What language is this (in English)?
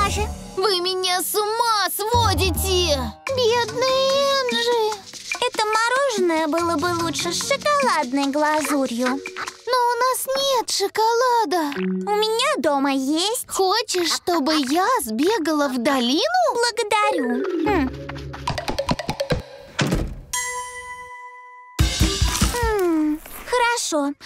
Russian